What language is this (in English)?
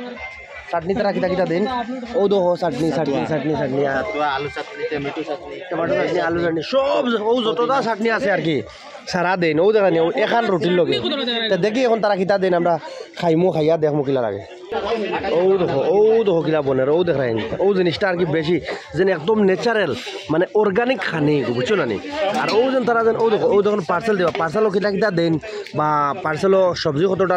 Sylheti